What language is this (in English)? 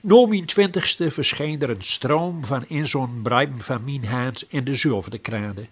Gronings